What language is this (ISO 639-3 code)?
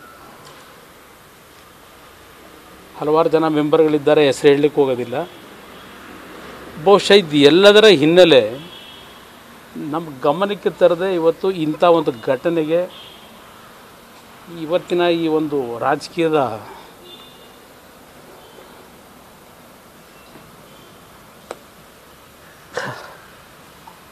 kan